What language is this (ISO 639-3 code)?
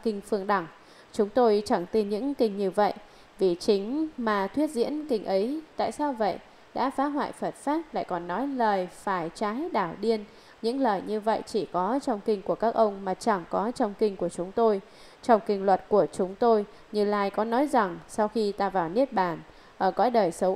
vie